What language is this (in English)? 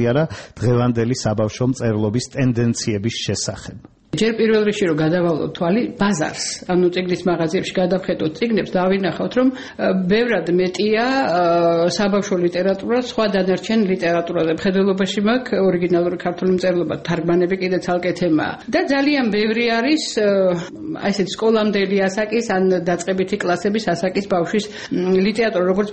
Georgian